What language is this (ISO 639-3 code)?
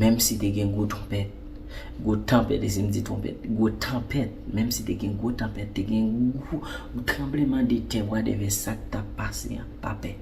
hat